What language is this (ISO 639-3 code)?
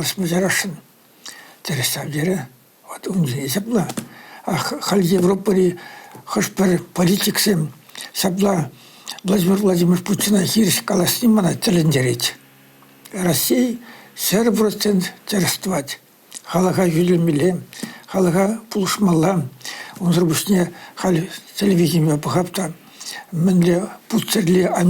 chv